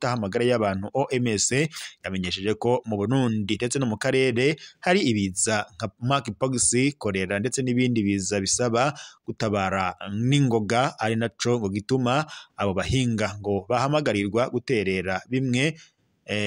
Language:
Rundi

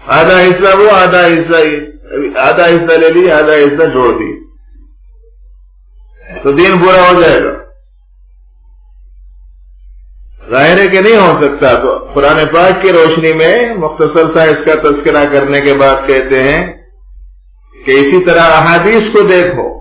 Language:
Urdu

